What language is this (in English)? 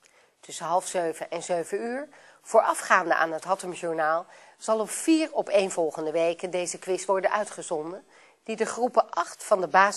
Dutch